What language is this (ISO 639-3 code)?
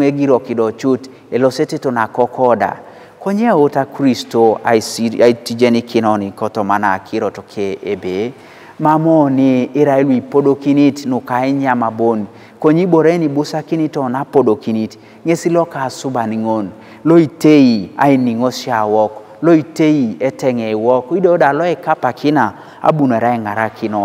teo